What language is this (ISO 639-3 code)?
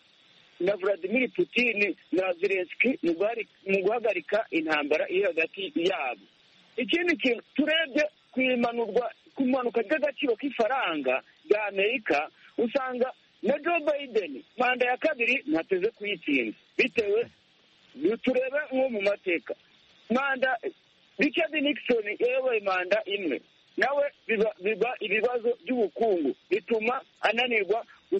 kin